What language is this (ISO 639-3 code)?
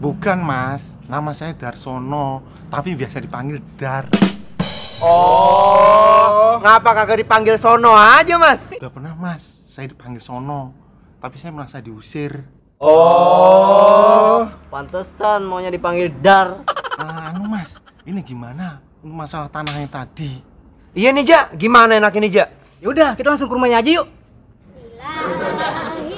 bew